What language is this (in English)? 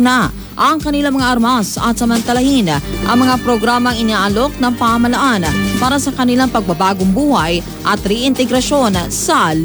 Filipino